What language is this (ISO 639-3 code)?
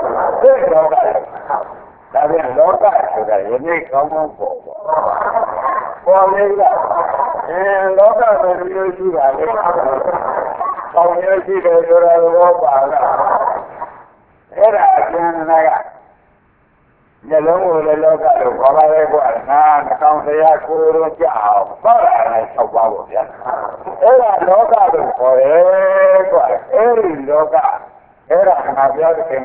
mya